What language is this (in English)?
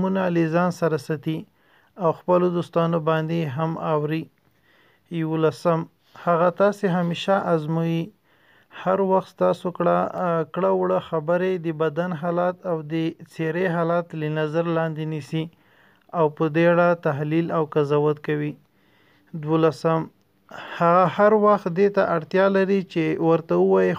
Pashto